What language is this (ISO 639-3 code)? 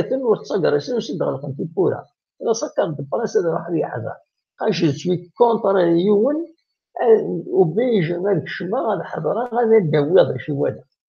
kab